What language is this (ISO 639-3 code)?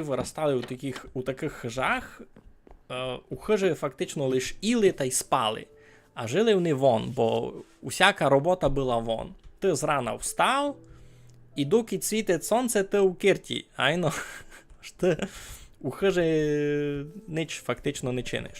rue